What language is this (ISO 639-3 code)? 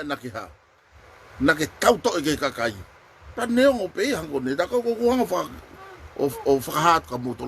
ton